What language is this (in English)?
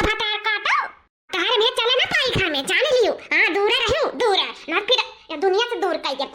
Awadhi